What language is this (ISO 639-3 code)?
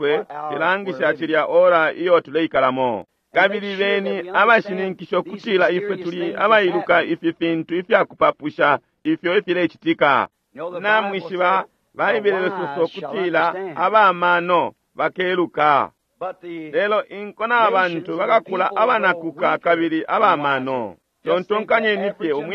bem